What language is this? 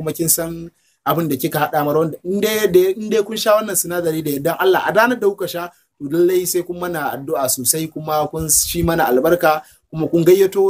Hausa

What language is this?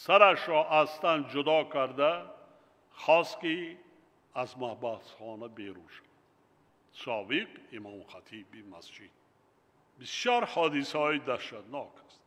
Tajik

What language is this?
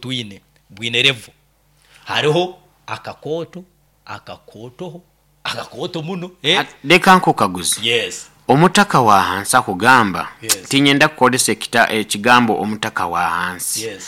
Nyoro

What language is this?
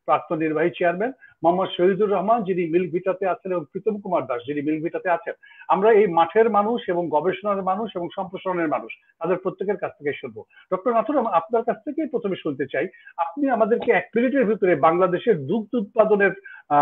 Bangla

